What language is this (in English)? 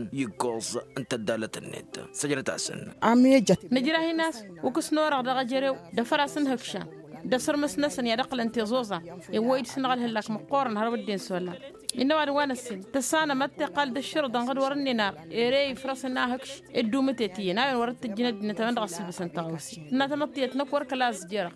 Tamasheq